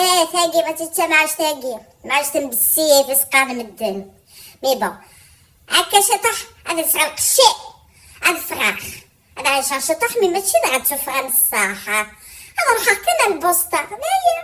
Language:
Kabyle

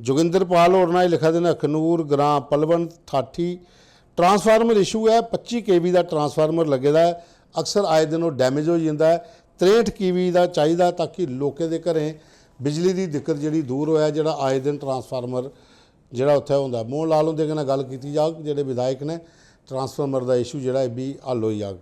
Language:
Dogri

